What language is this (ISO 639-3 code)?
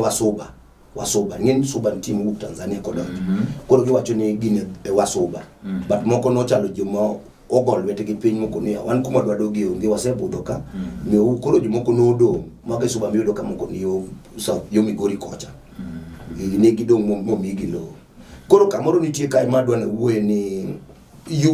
luo